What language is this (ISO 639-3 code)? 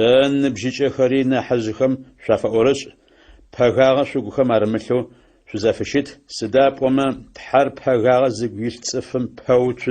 ady